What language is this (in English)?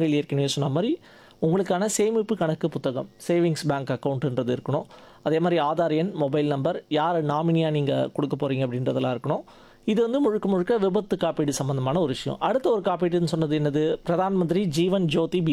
Tamil